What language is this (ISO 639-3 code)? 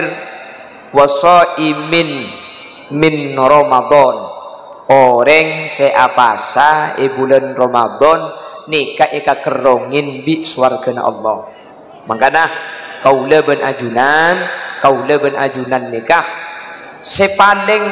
mad